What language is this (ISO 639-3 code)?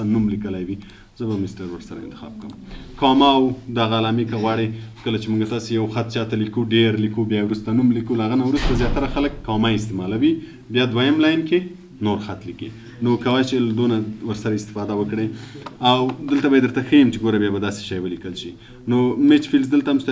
pus